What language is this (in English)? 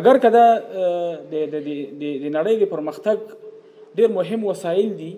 Pashto